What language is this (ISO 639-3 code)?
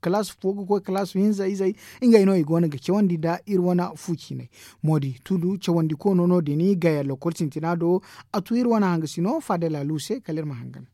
dje